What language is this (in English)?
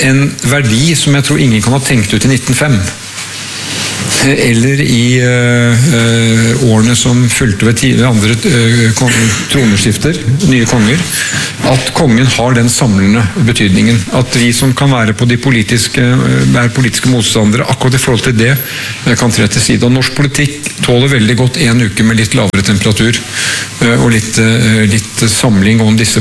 Norwegian